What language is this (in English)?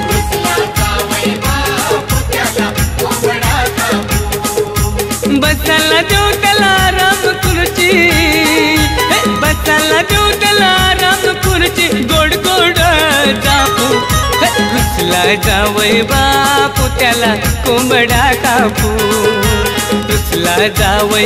Marathi